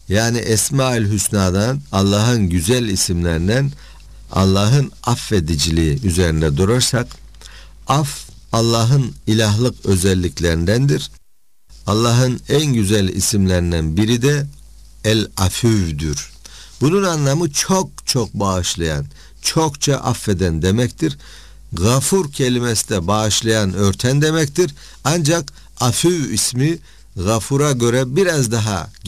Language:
Turkish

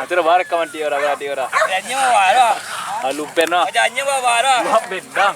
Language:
Minangkabau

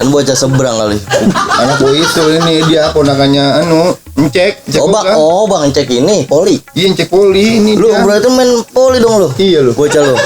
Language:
Betawi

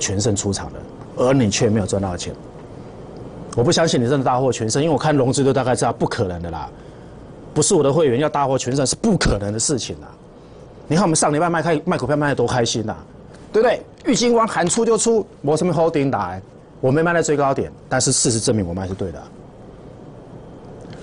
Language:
Chinese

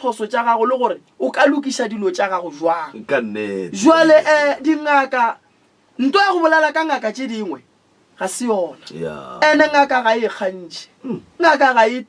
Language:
Northern Sotho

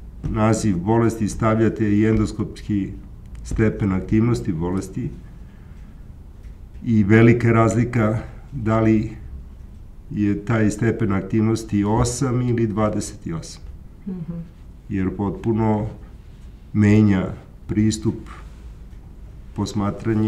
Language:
Serbian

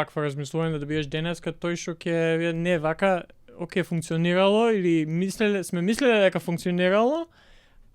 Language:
Macedonian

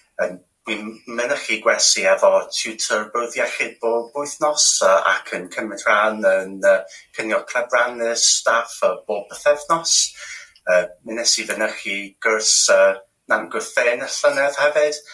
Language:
Welsh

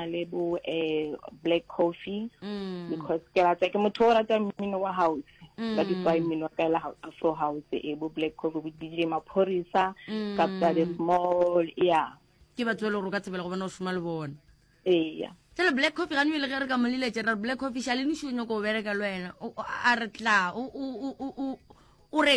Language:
Northern Sotho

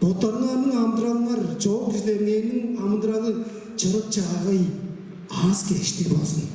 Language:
Tuvinian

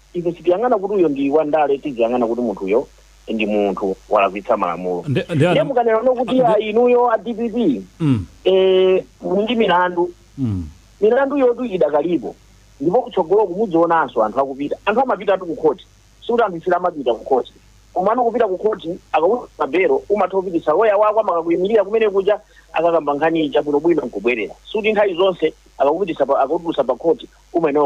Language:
Nyanja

